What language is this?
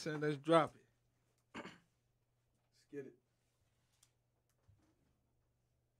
English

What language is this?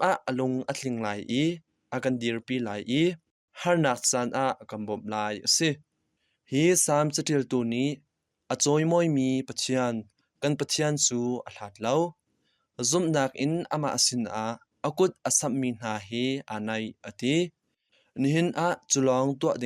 Hakha Chin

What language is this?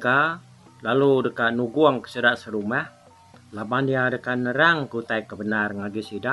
Iban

